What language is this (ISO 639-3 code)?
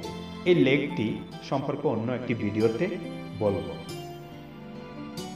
ben